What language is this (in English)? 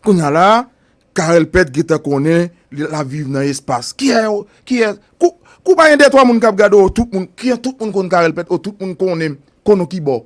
Haitian Creole